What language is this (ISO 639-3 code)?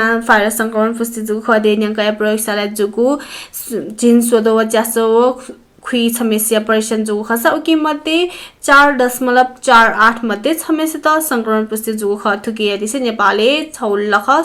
new